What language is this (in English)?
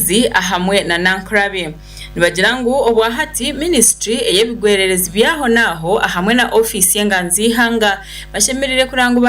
Nyankole